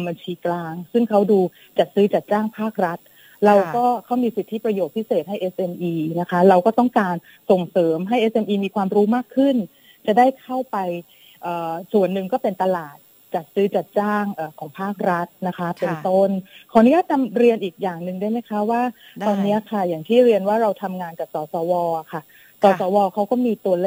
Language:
Thai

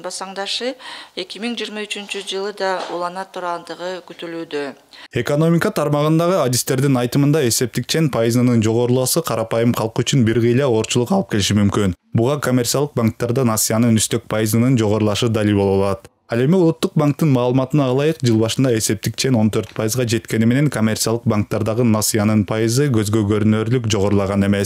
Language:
Kyrgyz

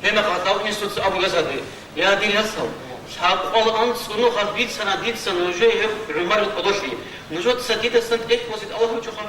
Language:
Avaric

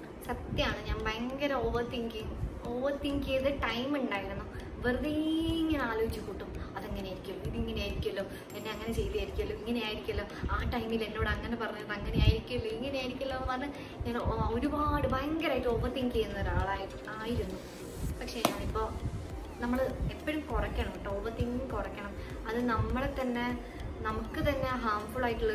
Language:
Malayalam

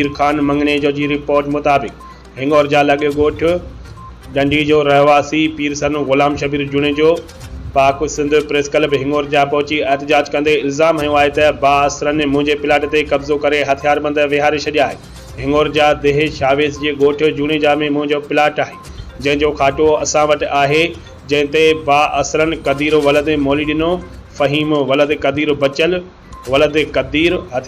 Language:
Sindhi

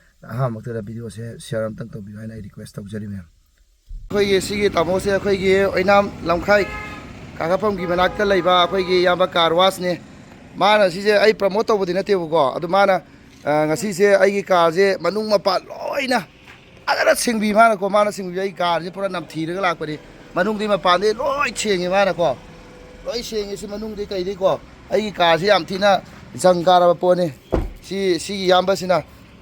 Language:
Manipuri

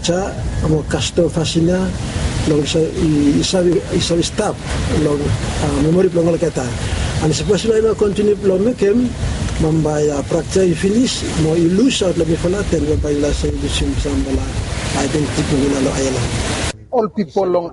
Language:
Bislama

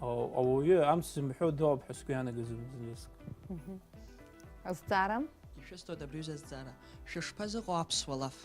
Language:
Abkhazian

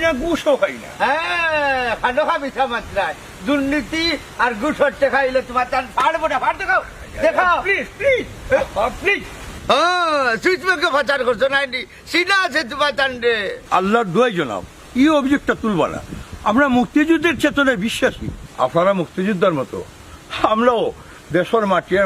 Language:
Sylheti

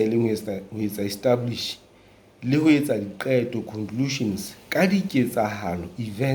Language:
Southern Sotho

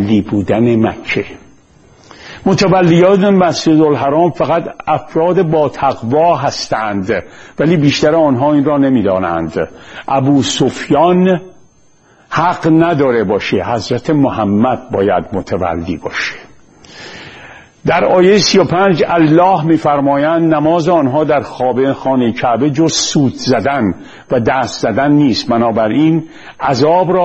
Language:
Persian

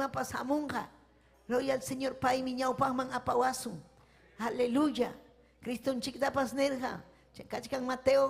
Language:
Ayacucho Quechua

